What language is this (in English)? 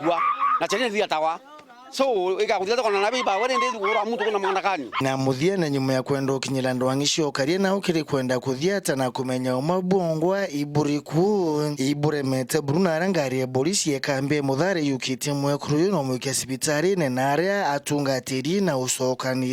Meru